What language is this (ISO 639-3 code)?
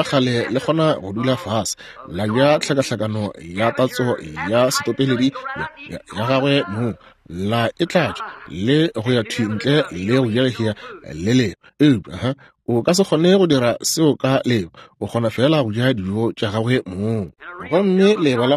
nso